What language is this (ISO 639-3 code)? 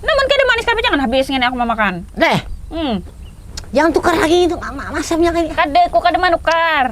bjn